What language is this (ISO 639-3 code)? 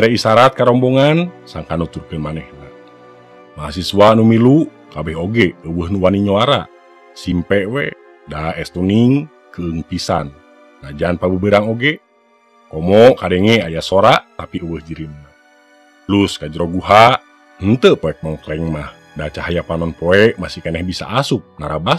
sun